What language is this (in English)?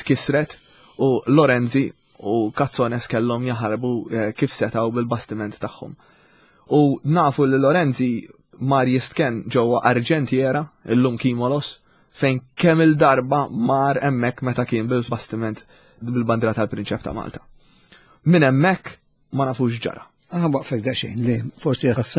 Maltese